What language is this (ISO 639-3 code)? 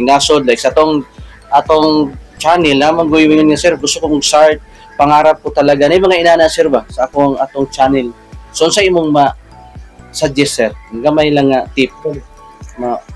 ceb